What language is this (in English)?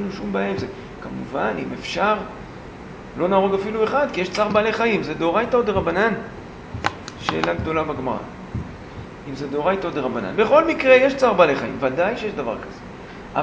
Hebrew